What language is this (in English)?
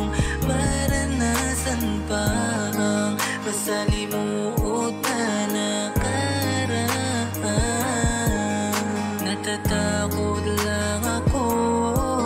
Filipino